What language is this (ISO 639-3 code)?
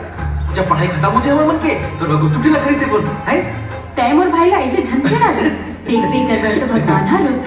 hne